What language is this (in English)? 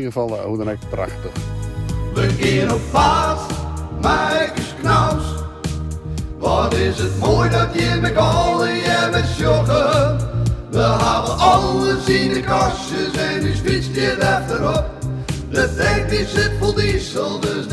Western Frisian